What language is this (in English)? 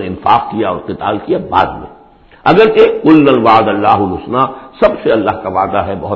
Urdu